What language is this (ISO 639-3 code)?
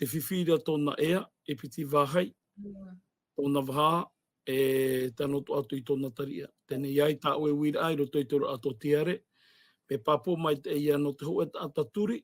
tah